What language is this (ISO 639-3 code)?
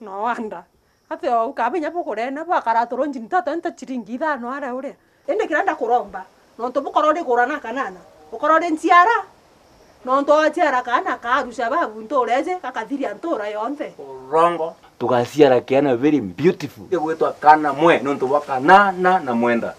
mer